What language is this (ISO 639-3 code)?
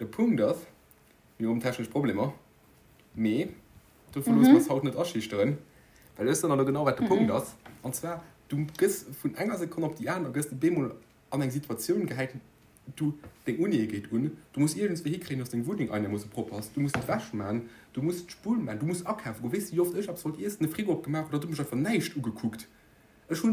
ltz